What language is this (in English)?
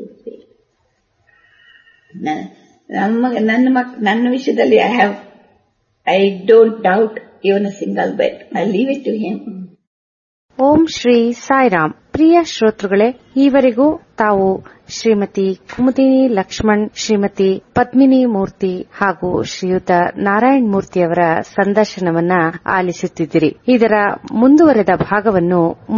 Kannada